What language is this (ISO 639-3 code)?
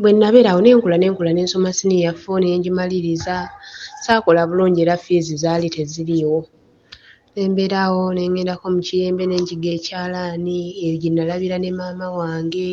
lug